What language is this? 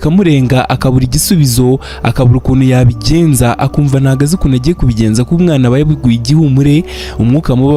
Kinyarwanda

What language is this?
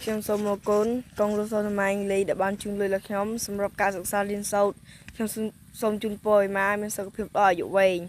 Khmer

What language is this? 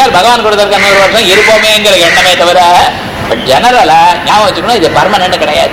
Tamil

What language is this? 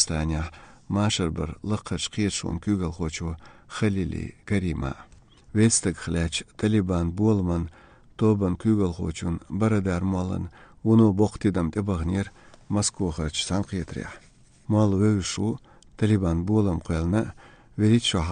Chechen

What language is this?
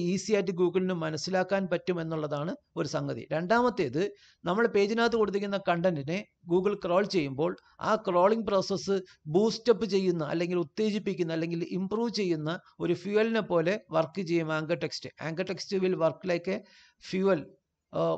Malayalam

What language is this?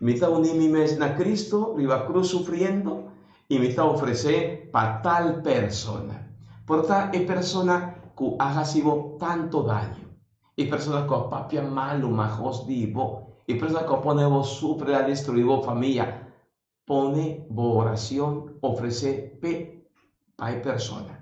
Papiamento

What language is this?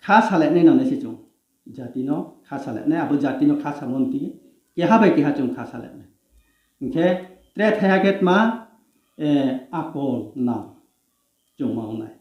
Riang (India)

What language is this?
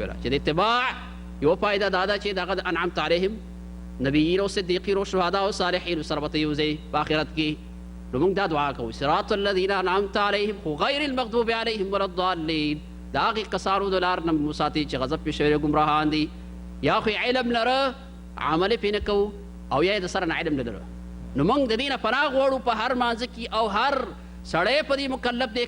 Pashto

